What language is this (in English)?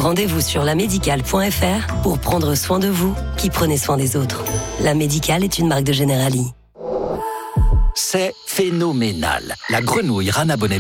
French